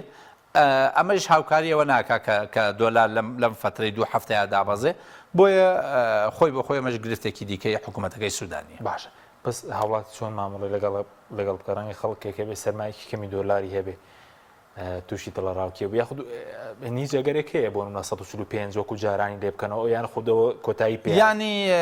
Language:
Central Kurdish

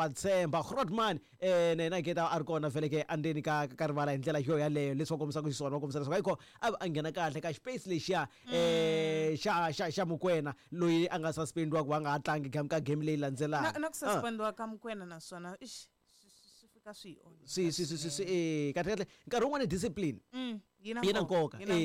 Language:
Tsonga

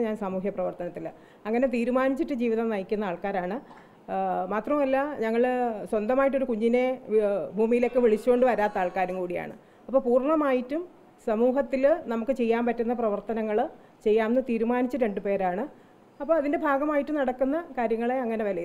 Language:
Malayalam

